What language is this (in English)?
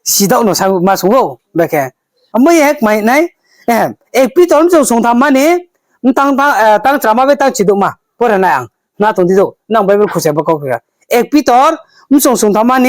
Riang (India)